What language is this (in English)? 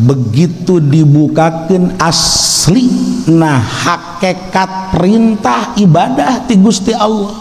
Sundanese